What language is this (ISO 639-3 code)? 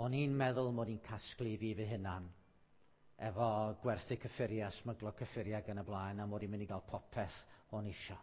cym